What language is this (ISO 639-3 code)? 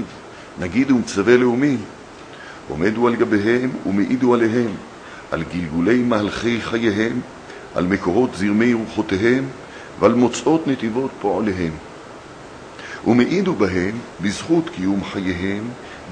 heb